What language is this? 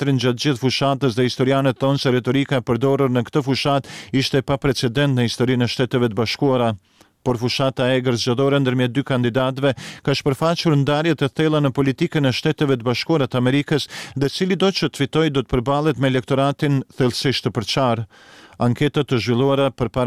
Albanian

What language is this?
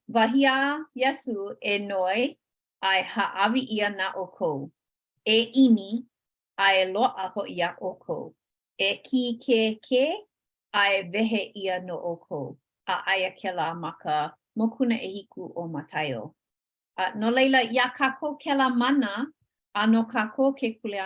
Hawaiian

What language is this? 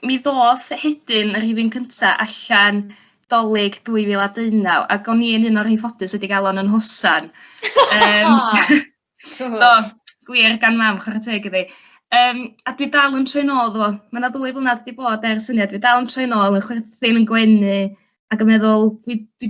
Welsh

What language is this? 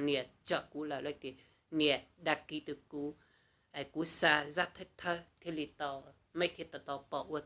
Hmong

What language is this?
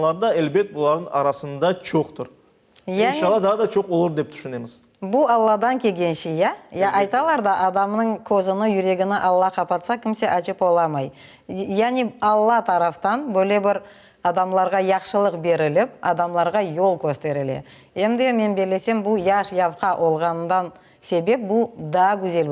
Crimean Tatar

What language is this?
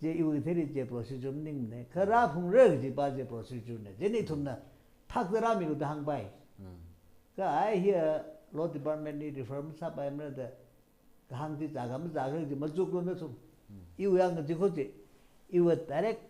Tangkhul Naga (India)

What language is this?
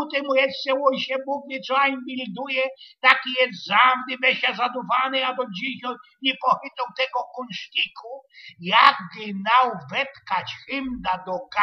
Silesian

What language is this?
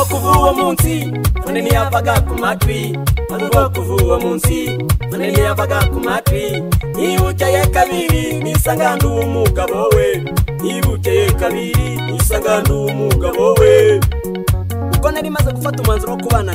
Kinyarwanda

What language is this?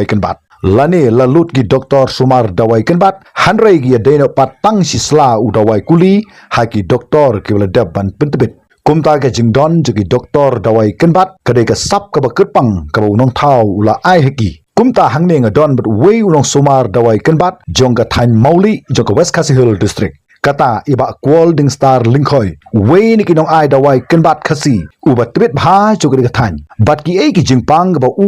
Khasi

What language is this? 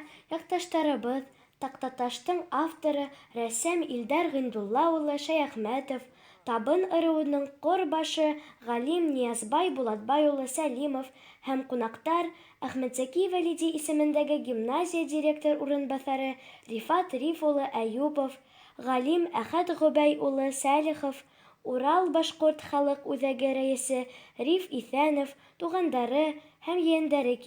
Bashkir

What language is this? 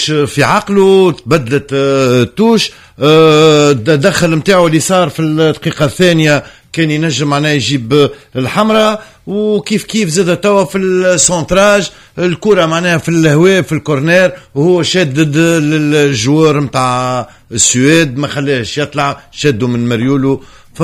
Tunisian Arabic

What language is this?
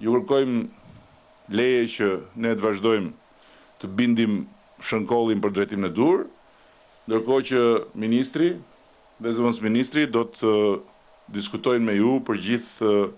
Albanian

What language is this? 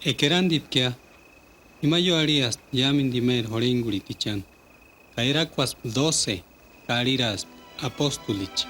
Purepecha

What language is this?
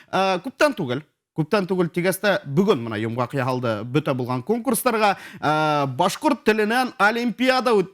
Bashkir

